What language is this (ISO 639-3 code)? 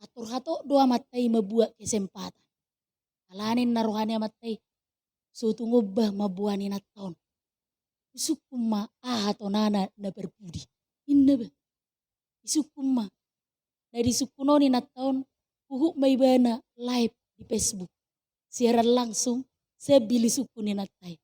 bbc